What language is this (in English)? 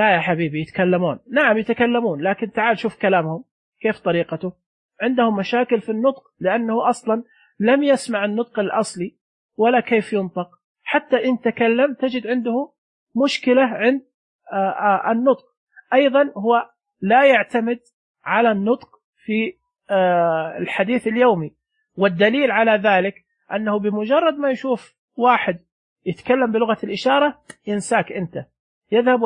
Najdi Arabic